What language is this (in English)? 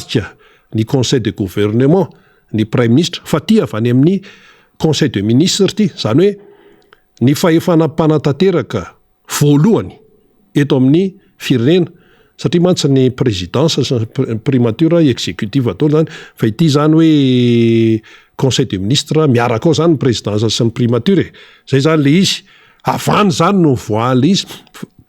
Malagasy